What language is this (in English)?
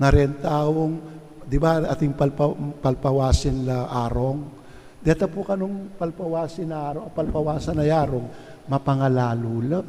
Pampanga